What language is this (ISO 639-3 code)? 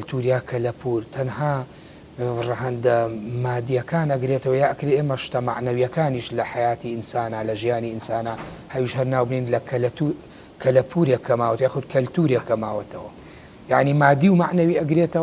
ckb